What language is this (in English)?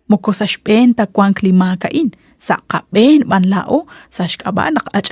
Kekchí